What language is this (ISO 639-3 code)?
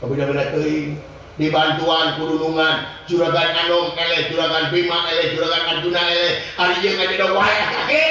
sun